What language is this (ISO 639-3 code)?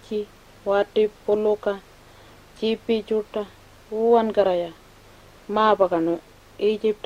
pjt